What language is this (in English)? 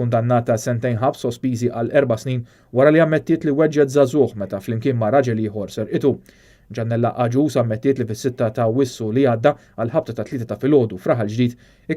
Maltese